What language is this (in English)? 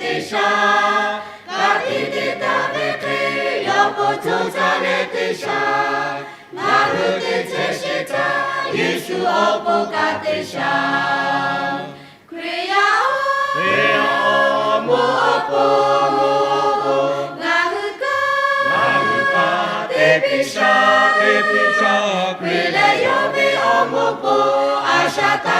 Lahu